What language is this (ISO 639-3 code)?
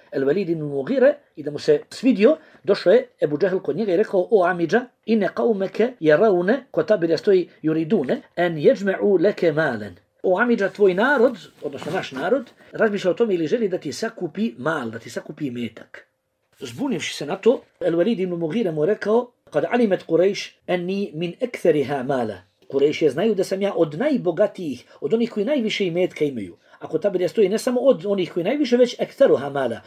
bos